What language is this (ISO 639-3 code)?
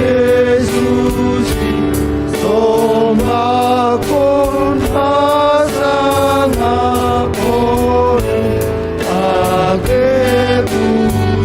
bts